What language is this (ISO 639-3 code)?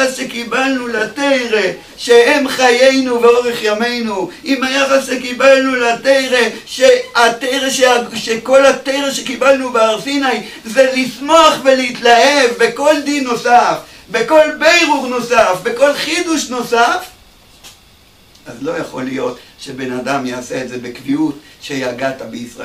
heb